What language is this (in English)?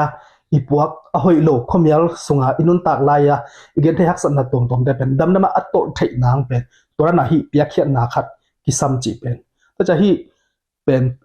Tedim Chin